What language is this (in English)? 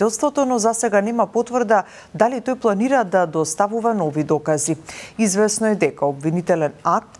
Macedonian